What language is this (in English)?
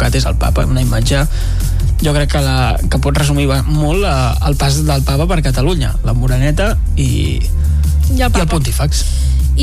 Catalan